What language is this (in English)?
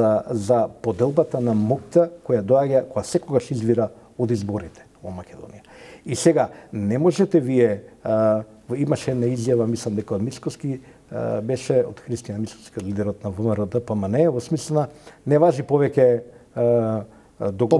Macedonian